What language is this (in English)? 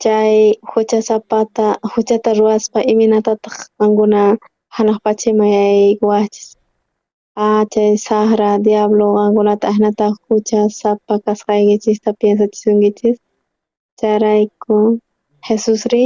South Bolivian Quechua